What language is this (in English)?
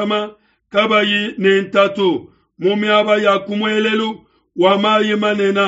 Luba-Lulua